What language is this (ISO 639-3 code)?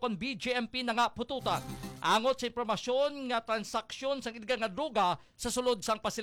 hil